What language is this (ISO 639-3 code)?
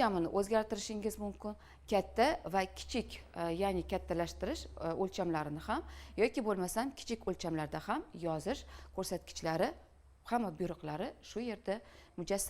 uzb